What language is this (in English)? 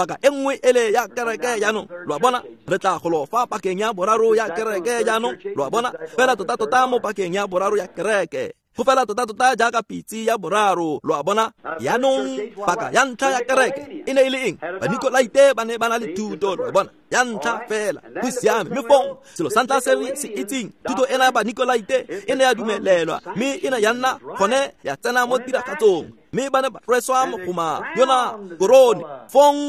Tswana